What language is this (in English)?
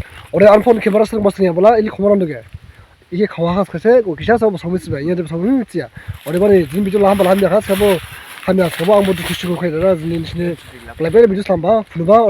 Dimasa